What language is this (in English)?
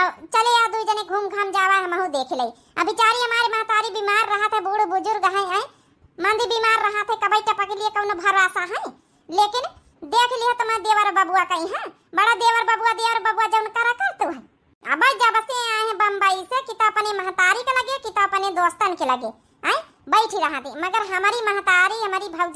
Awadhi